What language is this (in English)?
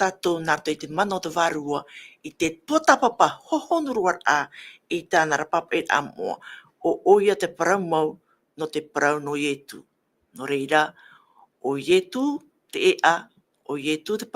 Tahitian